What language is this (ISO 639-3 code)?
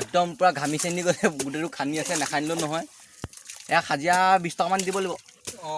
asm